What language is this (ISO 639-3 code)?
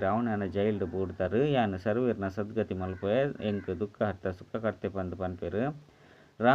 tcy